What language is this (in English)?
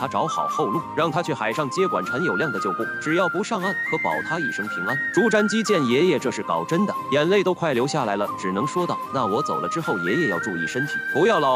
Chinese